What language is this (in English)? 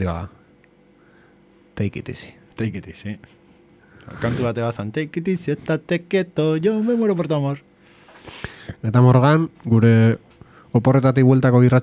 Basque